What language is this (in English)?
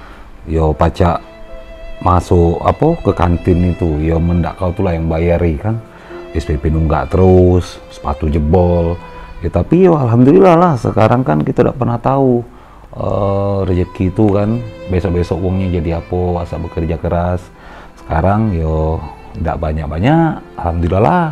Musi